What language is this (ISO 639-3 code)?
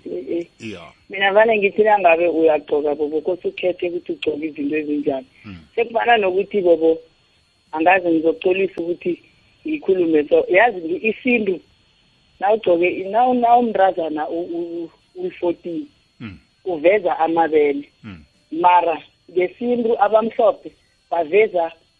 nbl